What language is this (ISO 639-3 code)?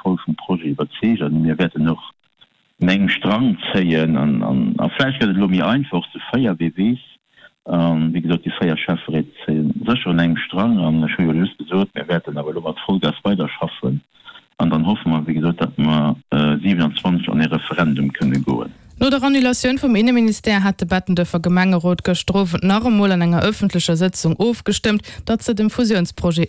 ltz